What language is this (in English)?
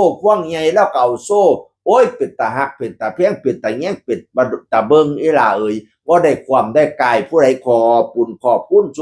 Northeastern Thai